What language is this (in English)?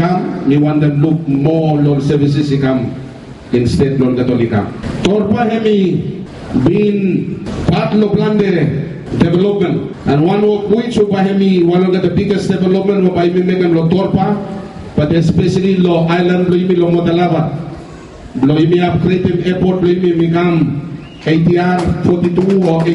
Bislama